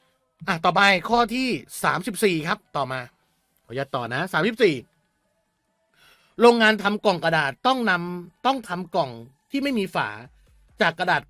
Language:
Thai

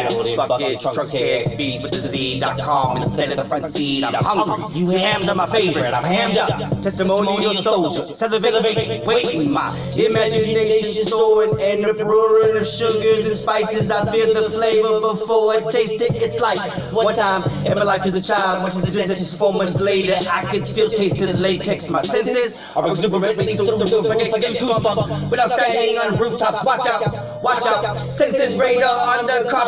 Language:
English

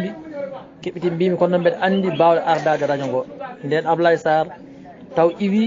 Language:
Fula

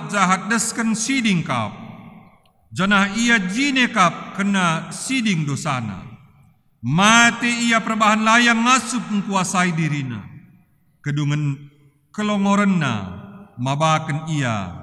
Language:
Batak Karo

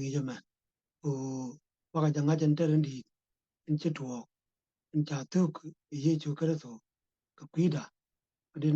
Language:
Nuer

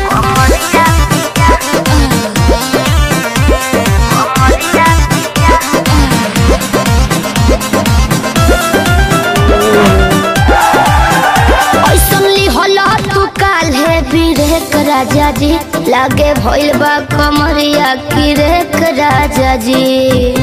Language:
Bhojpuri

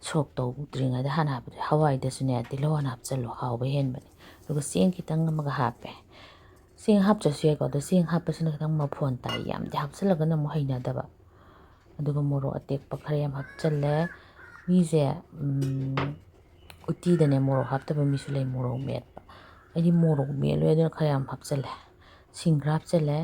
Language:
Manipuri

